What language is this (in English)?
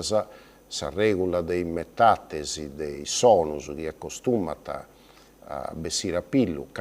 Sardinian